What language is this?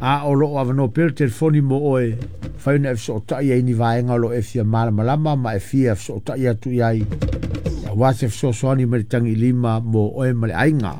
Samoan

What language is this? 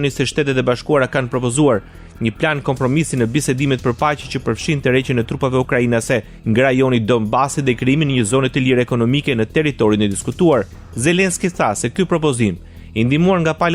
Albanian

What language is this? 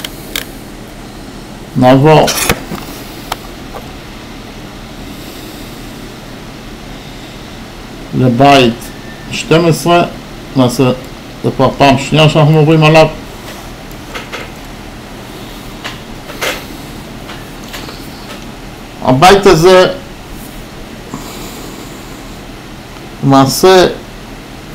Hebrew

